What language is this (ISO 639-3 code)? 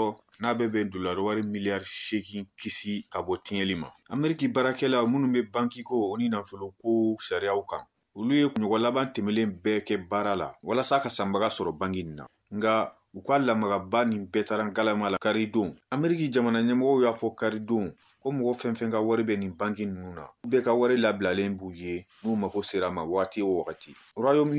bam